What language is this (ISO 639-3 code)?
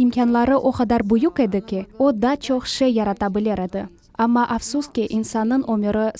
crh